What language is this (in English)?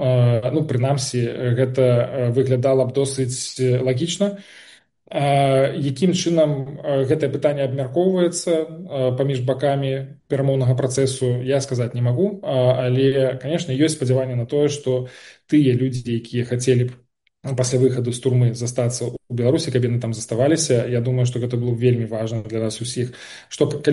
Belarusian